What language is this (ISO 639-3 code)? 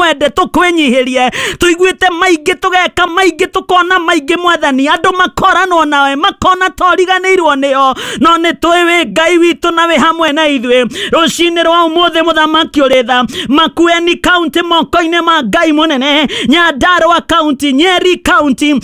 kik